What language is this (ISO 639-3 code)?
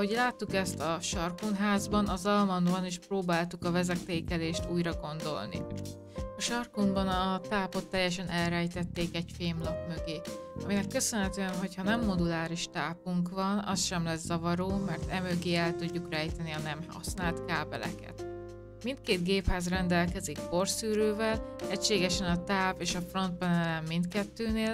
hun